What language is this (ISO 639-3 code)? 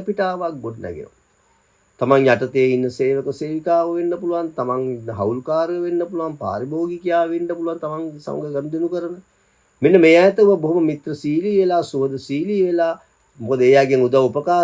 sin